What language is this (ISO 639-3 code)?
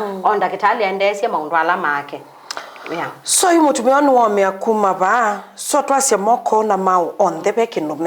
kam